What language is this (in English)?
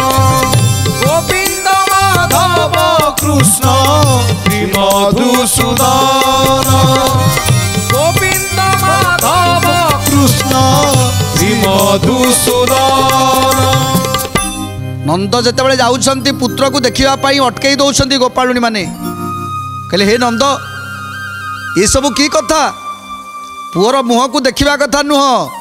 Odia